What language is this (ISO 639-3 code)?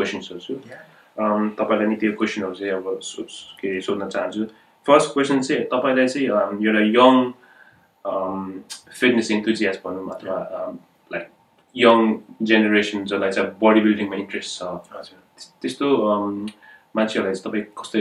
nep